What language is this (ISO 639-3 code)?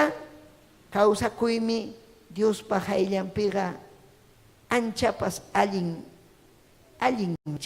quy